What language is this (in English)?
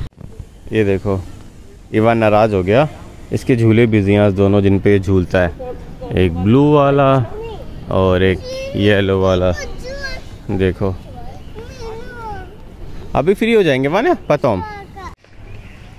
Hindi